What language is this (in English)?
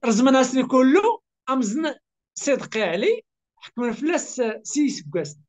Kabyle